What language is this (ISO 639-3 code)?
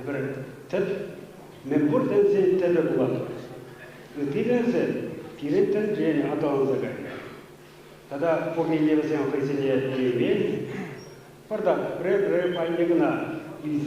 chv